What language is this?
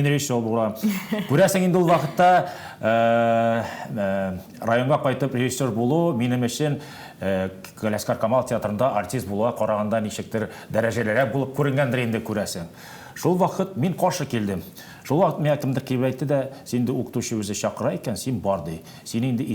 Tatar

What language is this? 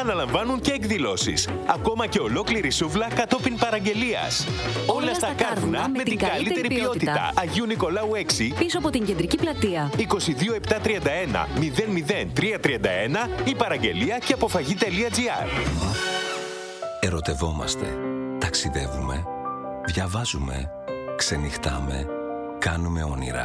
Greek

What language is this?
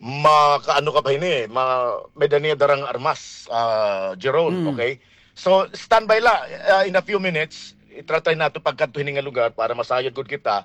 Waray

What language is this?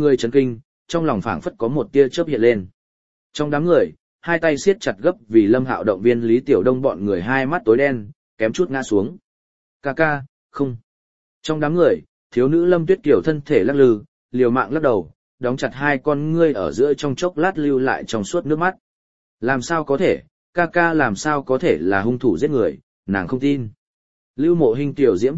Vietnamese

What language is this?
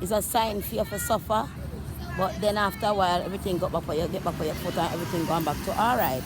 Jamaican Creole English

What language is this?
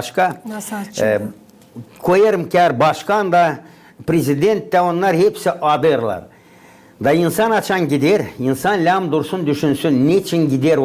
Gagauz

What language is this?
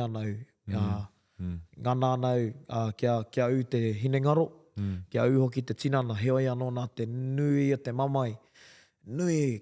Māori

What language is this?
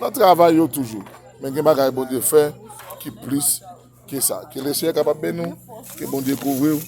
Haitian Creole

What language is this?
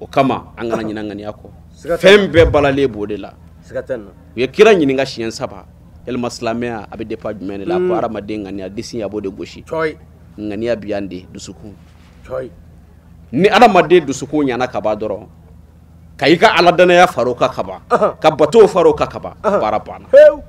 Bambara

